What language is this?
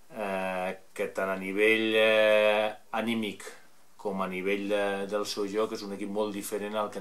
Catalan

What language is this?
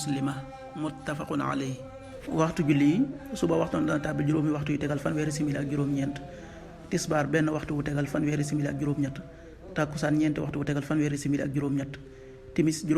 Wolof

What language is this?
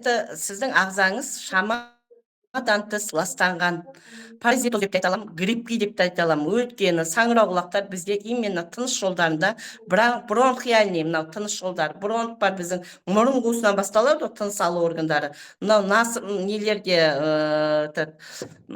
Kazakh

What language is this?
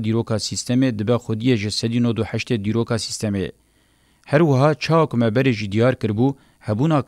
Kurdish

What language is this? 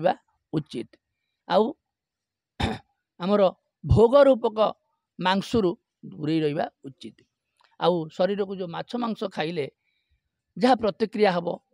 Odia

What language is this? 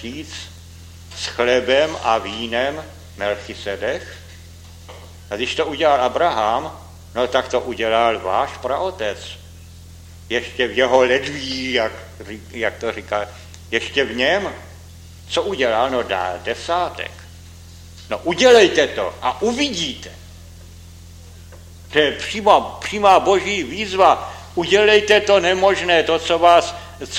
Czech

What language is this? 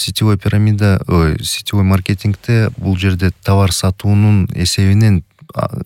Kyrgyz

